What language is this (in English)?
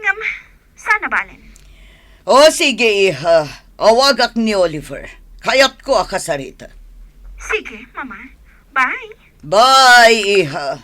Iloko